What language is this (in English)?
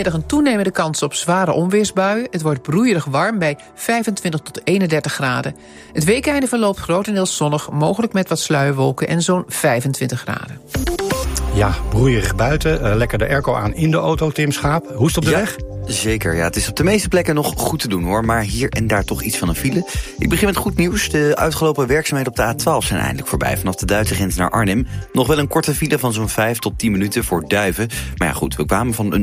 Dutch